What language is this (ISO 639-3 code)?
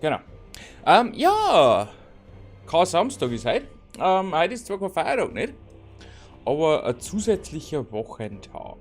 bar